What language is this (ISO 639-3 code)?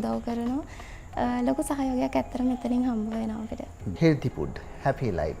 sin